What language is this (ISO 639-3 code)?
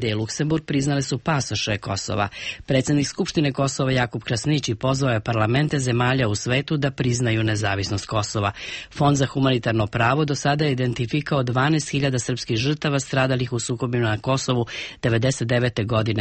srp